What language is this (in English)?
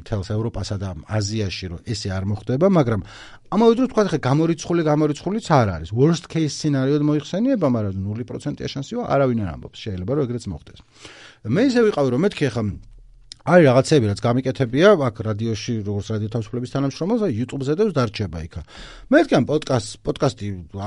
Georgian